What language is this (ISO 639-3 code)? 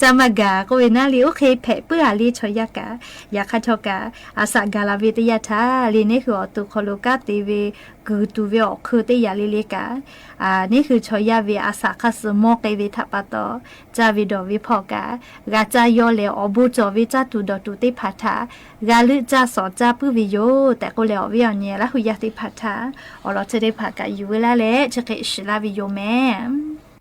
lhu